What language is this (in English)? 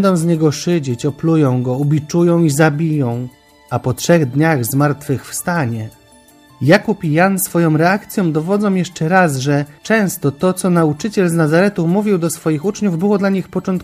Polish